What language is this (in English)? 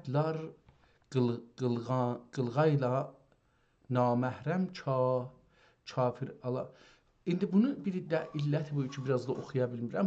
South Azerbaijani